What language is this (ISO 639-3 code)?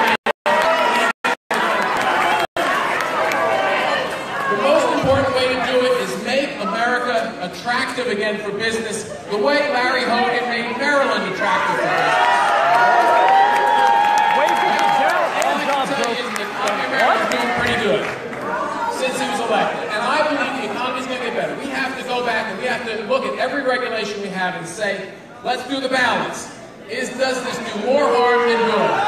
eng